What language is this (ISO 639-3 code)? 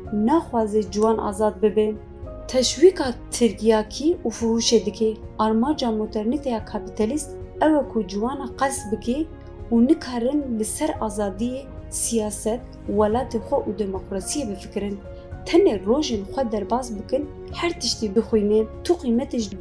kur